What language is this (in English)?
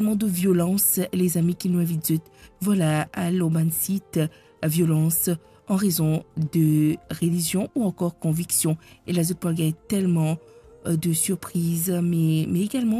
Morisyen